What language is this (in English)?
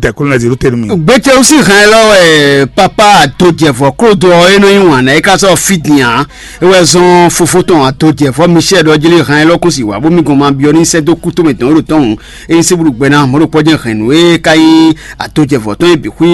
Fon